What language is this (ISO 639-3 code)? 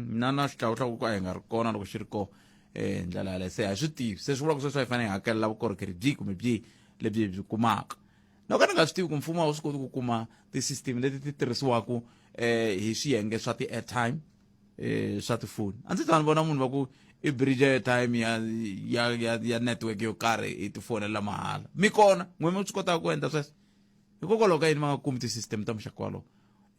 tso